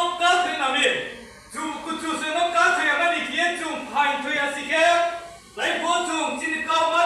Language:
Riang (India)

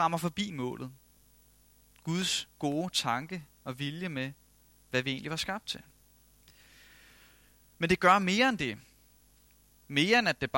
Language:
Danish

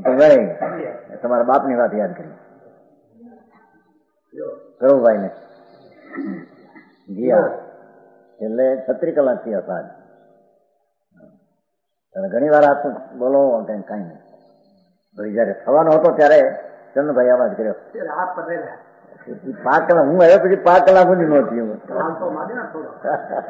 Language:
Gujarati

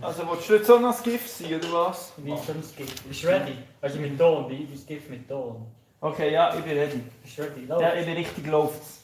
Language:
Swiss German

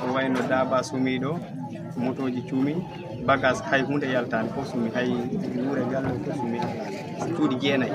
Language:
Fula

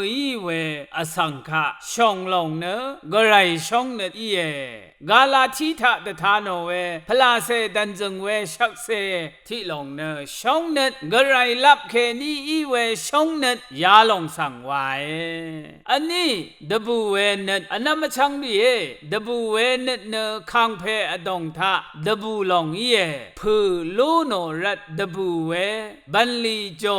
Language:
Rawang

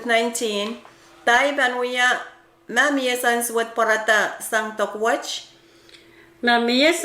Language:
Pohnpeian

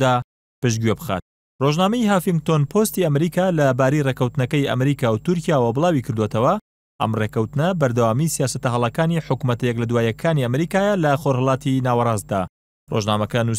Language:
Central Kurdish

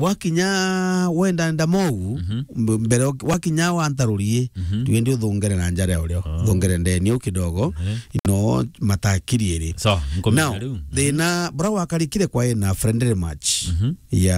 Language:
Meru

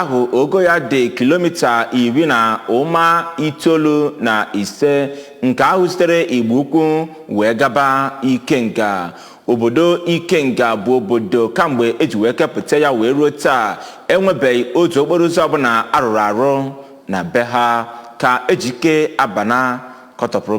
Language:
Igbo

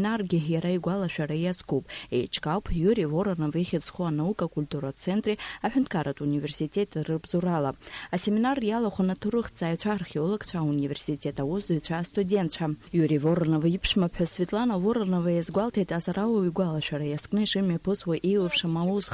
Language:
Abkhazian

